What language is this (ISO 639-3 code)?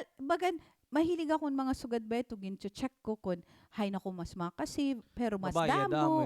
war